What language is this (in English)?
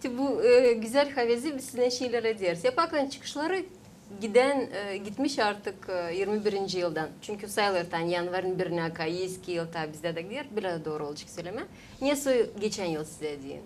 Gagauz